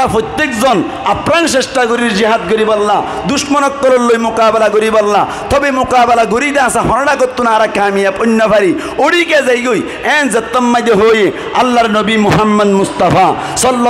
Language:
Rohingya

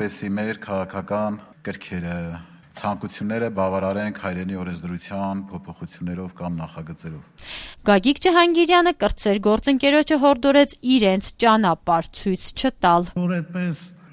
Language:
Armenian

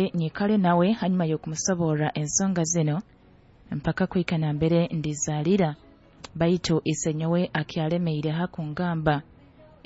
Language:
Nyoro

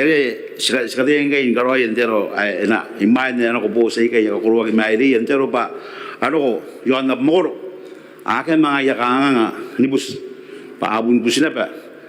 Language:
Gilbertese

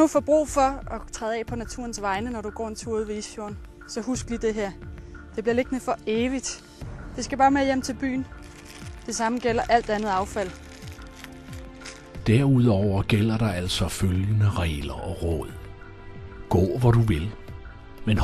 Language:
Danish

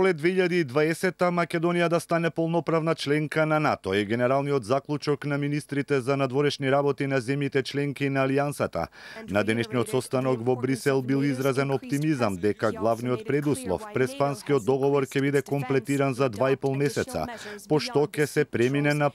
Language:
Macedonian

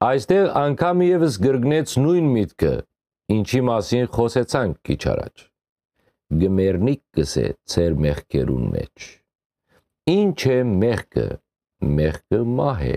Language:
Western Armenian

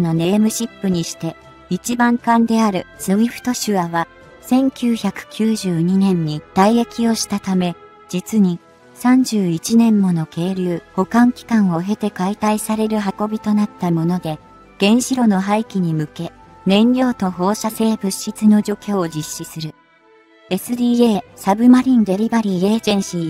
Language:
Japanese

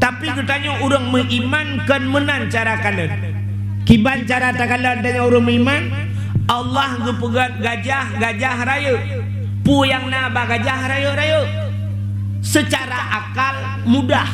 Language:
Achinese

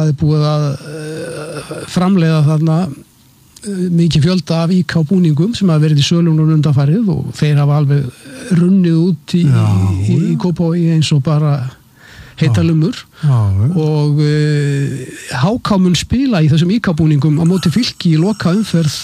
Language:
Icelandic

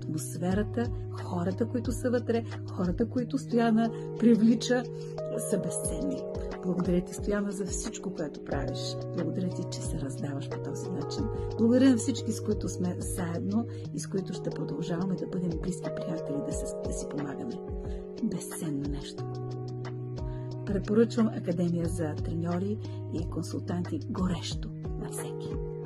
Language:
Bulgarian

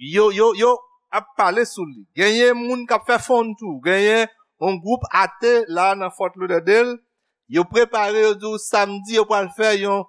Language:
Haitian Creole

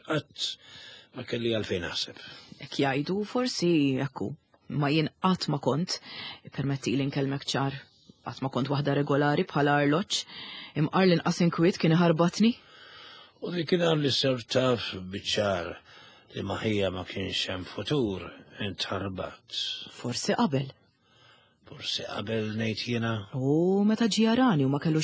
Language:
Maltese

